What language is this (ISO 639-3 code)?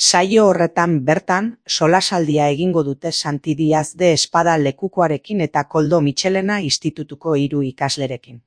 eus